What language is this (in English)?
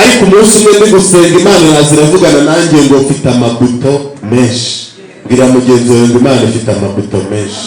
Kinyarwanda